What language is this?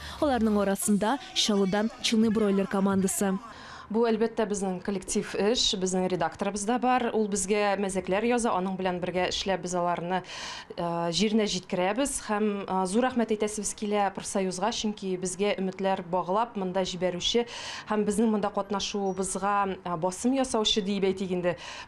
Tatar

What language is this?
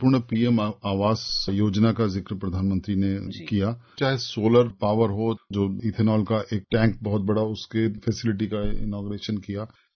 Hindi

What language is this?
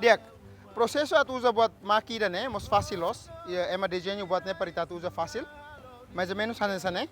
Tetum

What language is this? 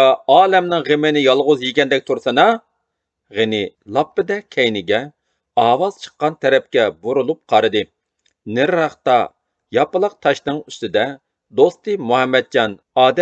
Uyghur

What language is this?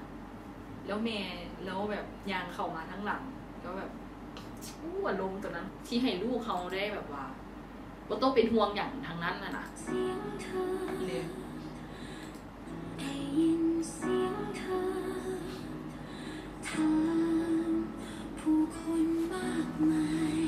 Thai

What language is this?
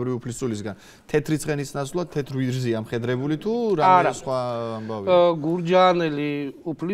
Georgian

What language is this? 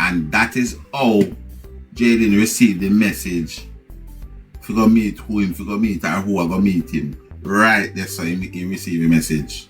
Jamaican Creole English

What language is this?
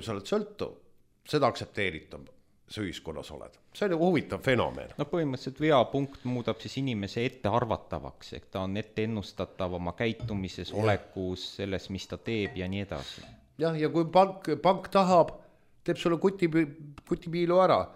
Estonian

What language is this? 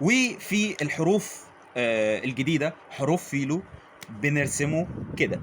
Egyptian Arabic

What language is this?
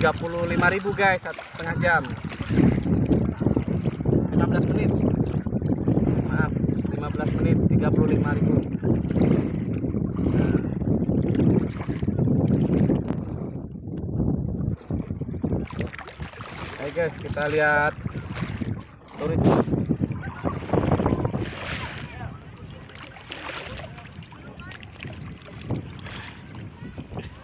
Indonesian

